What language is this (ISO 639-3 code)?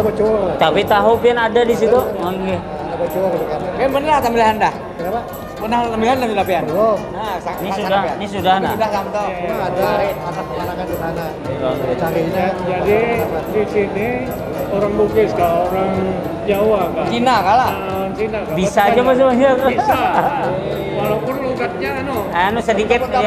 bjn